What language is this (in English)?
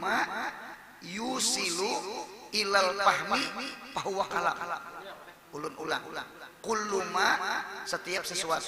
Banjar